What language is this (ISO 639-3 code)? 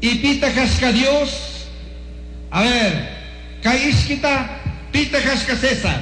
qug